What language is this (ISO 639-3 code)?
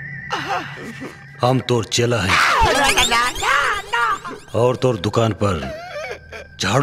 bho